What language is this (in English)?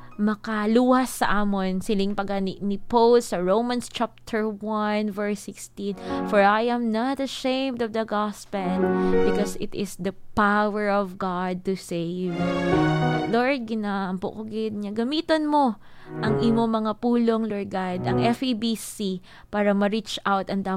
Hiligaynon